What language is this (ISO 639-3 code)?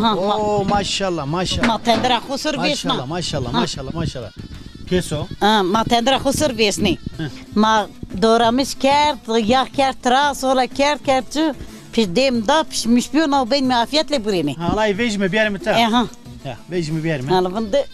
zza